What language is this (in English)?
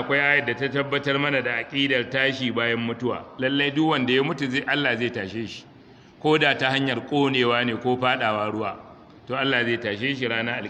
Hausa